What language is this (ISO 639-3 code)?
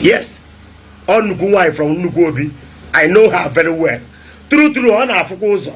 ibo